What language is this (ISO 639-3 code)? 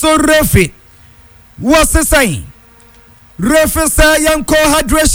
aka